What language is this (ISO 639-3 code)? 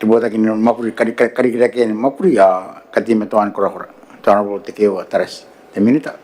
gil